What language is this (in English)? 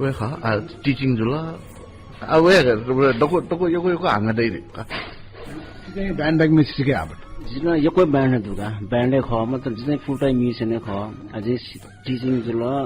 Newari